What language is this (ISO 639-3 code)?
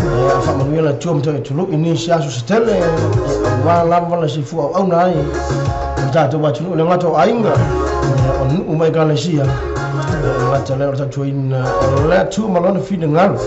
smo